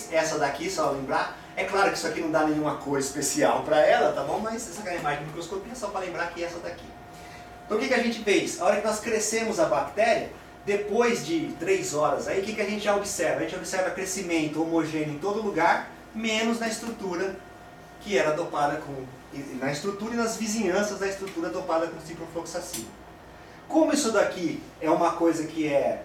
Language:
Portuguese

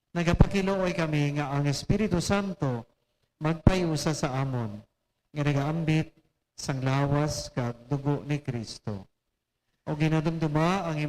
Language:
Hiligaynon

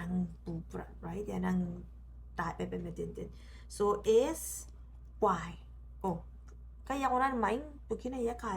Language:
Gilbertese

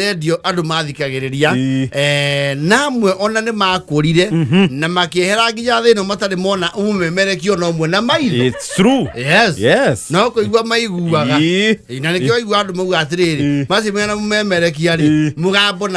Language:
Kikuyu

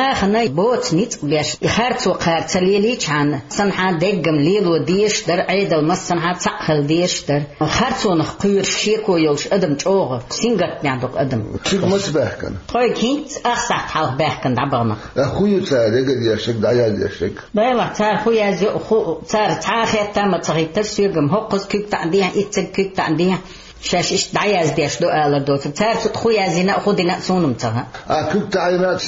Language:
Chechen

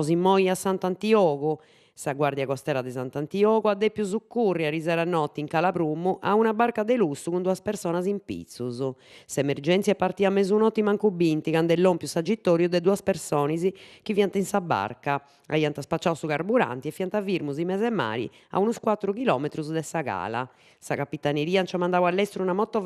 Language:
Sardinian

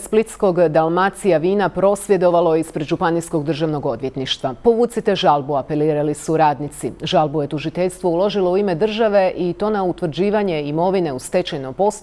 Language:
Croatian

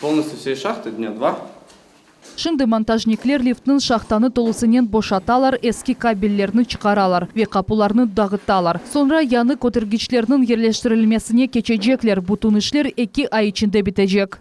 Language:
Crimean Tatar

